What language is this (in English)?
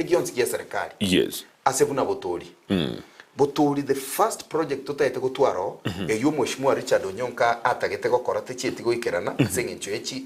Gusii